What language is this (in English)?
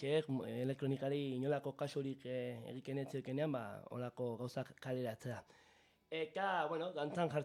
Basque